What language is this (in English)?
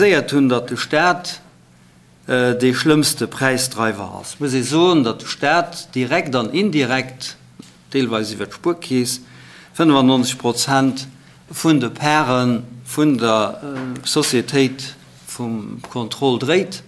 Luxembourgish